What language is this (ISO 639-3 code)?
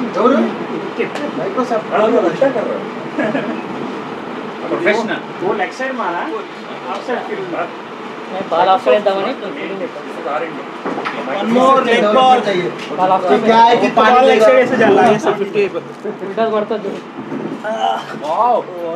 hin